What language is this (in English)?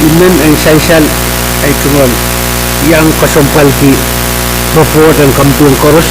Pohnpeian